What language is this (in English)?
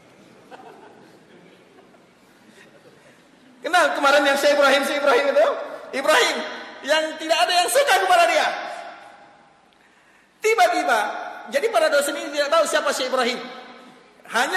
Indonesian